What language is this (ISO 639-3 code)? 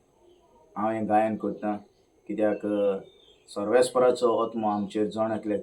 kok